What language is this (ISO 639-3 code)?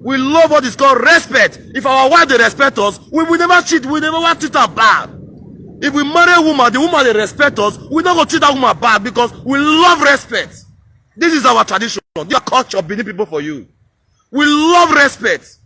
pcm